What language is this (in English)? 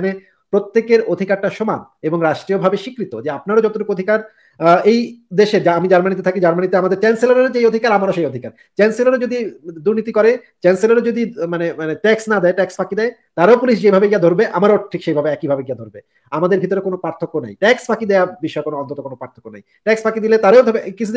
Bangla